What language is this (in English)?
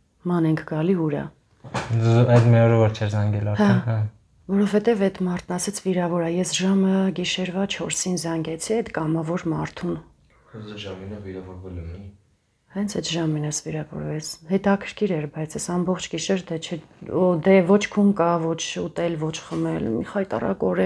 Armenian